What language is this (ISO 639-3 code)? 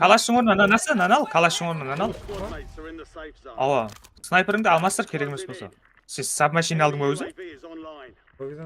kaa